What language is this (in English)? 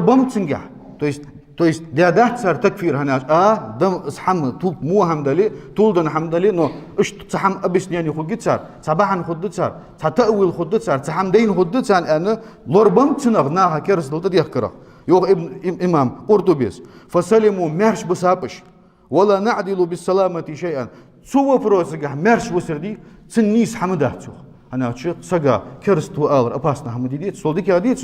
Ingush